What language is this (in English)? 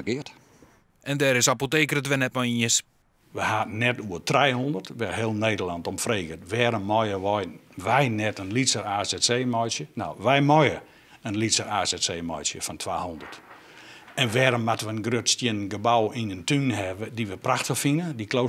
Western Frisian